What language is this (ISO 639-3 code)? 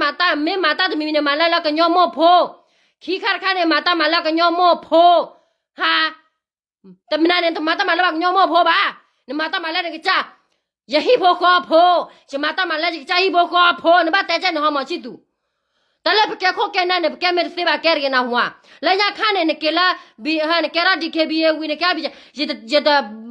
ksw